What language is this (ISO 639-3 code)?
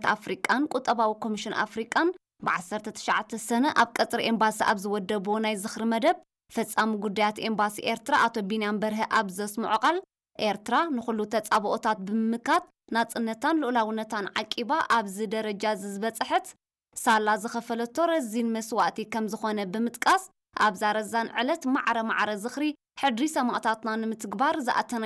tir